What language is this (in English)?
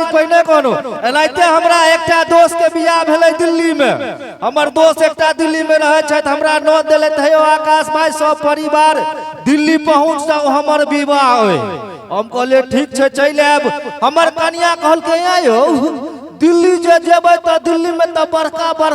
Maithili